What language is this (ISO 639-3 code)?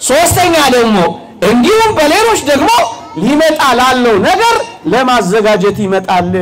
amh